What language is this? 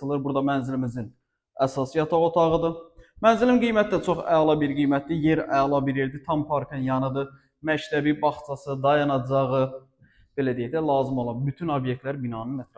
Azerbaijani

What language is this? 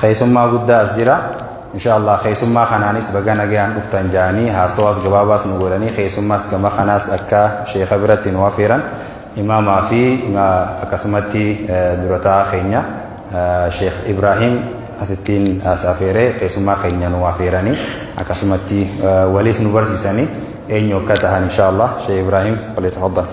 Oromo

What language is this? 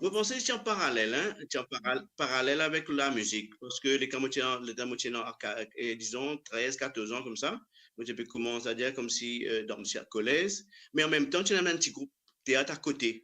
Morisyen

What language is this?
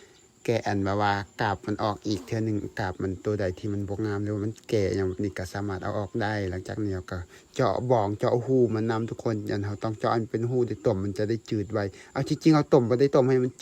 Lao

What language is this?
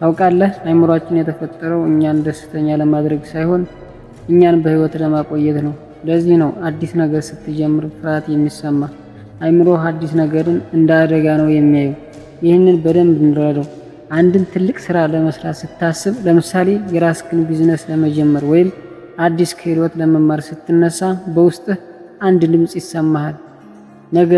Amharic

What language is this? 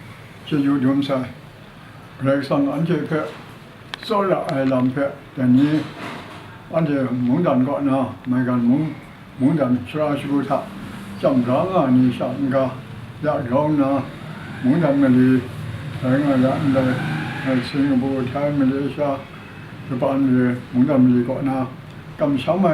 Kachin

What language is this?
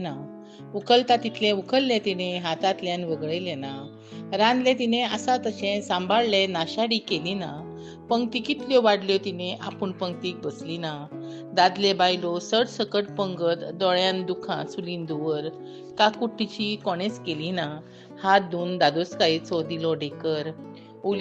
Konkani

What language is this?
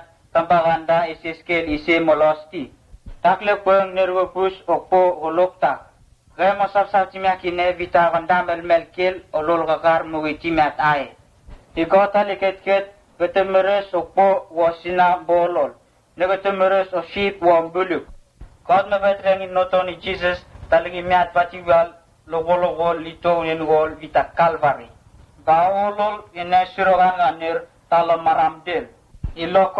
Vurës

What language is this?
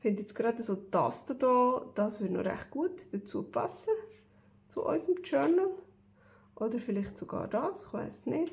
Swiss German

